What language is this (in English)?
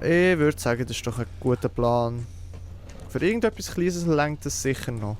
Swiss German